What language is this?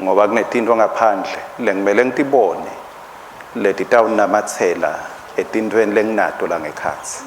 Swati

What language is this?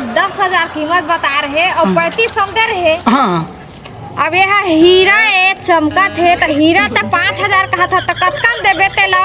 Chhattisgarhi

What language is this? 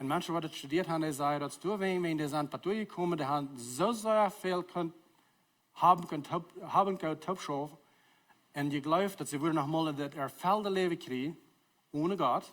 Plautdietsch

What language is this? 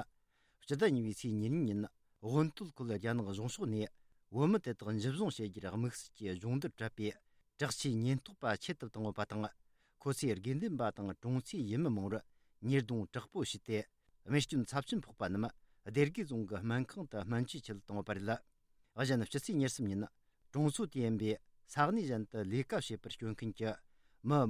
Tibetan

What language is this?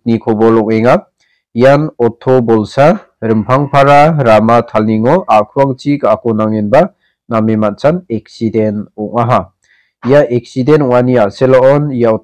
Garo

